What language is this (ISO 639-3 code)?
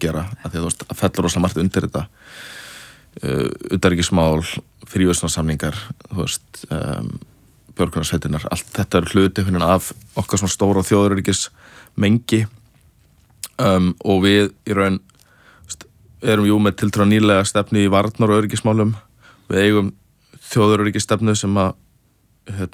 isl